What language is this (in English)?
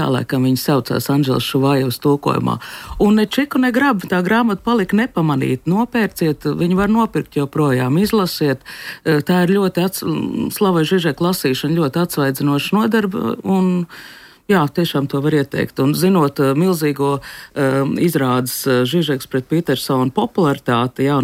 Latvian